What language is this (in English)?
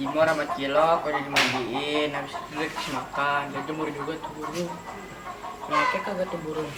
Betawi